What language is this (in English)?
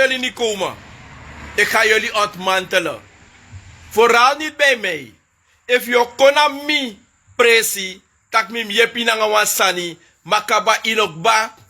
Sranan Tongo